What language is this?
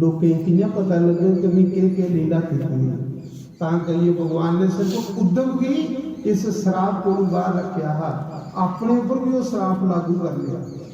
Dogri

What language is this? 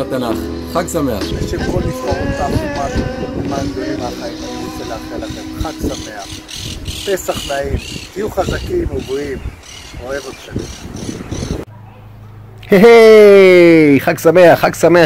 Hebrew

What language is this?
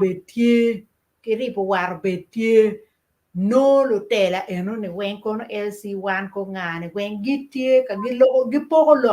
Acoli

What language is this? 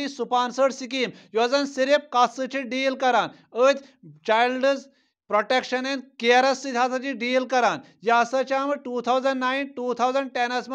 Kashmiri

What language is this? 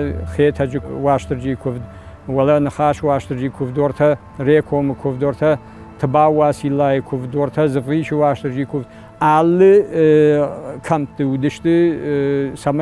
Ossetic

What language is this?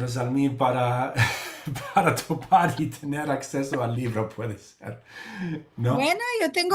Ladino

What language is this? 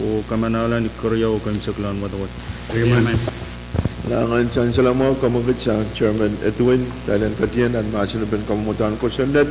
Pohnpeian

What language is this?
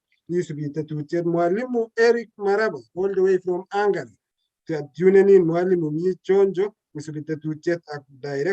Kalenjin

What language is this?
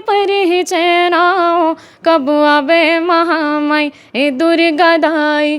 Chhattisgarhi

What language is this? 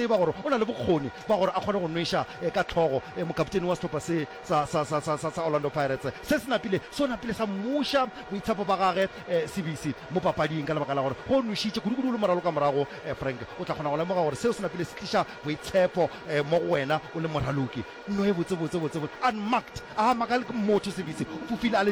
Northern Sotho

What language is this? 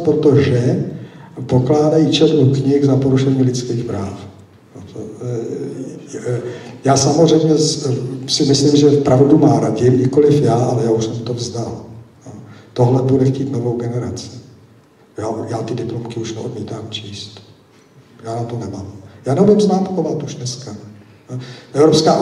Czech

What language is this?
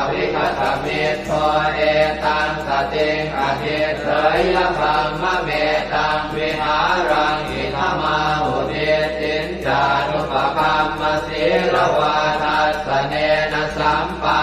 Pali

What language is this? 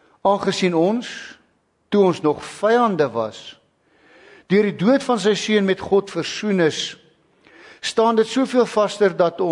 Afrikaans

